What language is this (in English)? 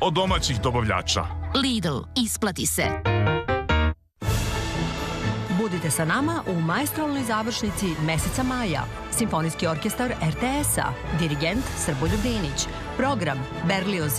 Serbian